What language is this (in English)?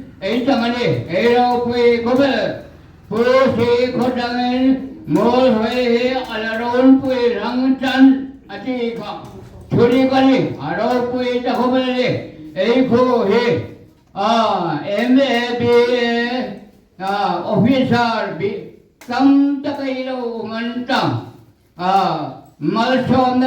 Hmar